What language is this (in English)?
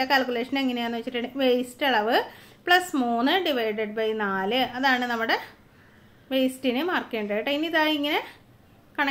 Malayalam